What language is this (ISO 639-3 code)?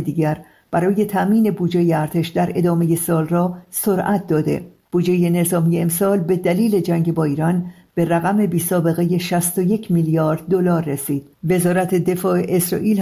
fas